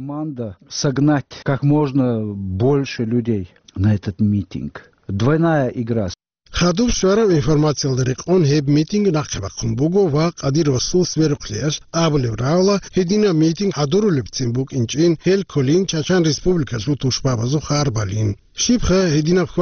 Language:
Avaric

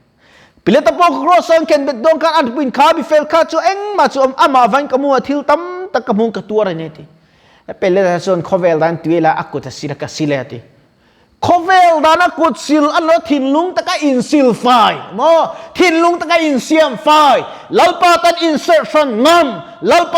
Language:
Mizo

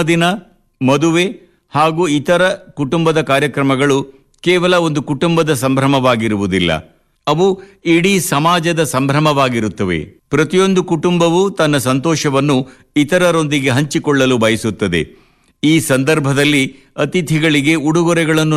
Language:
Kannada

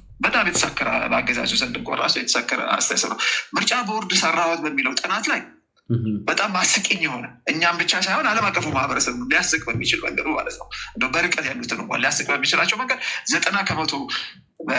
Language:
Amharic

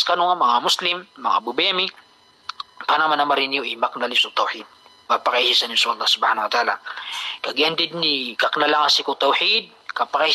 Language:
Maranao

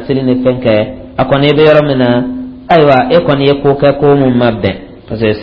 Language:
Dyula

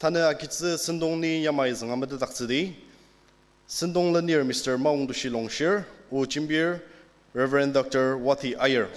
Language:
Ao Naga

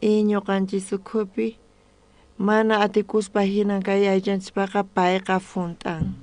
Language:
South Bolivian Quechua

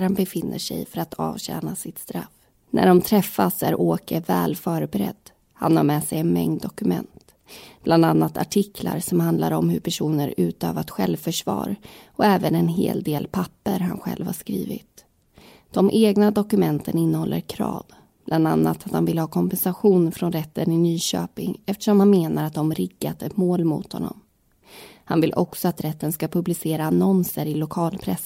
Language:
Swedish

